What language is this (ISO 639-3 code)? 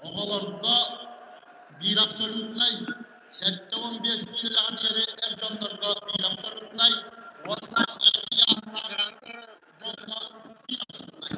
sah